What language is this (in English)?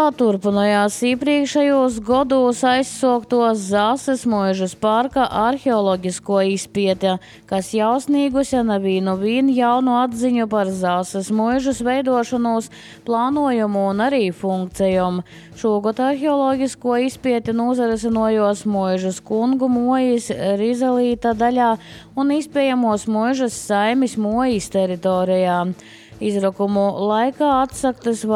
Latvian